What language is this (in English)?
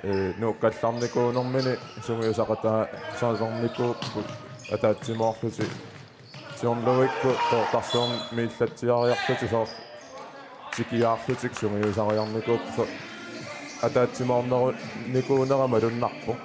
Kalaallisut